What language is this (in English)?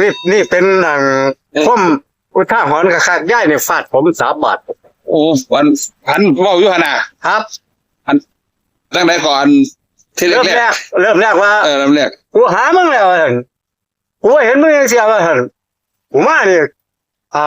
Northeastern Thai